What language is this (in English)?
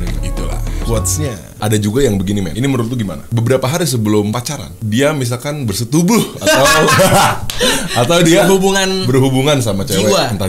Indonesian